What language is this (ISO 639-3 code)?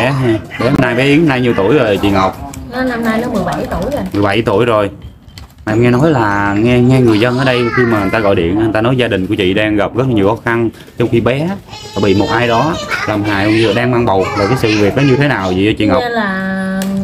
vie